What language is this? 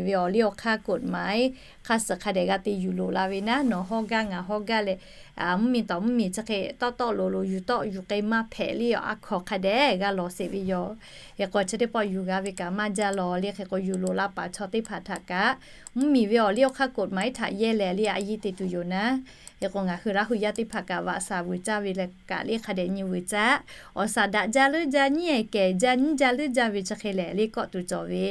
Lahu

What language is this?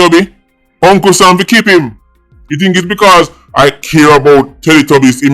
Jamaican Creole English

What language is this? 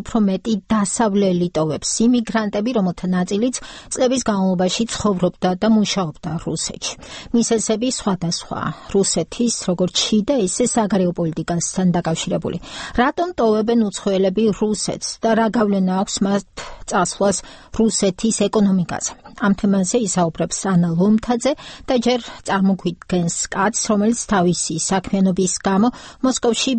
Georgian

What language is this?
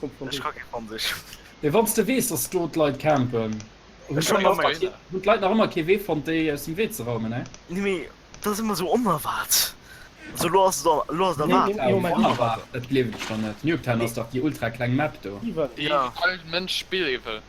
Luxembourgish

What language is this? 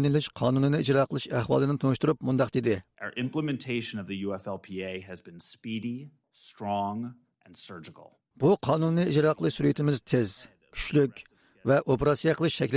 Uyghur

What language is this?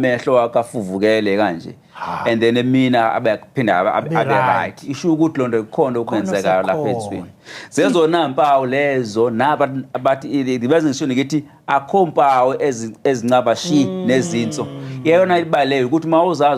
Zulu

